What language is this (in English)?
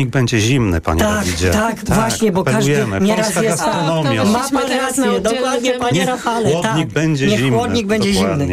Polish